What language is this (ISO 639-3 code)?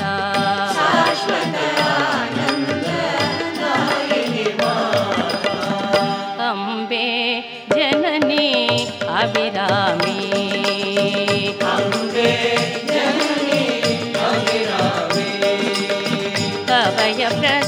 kan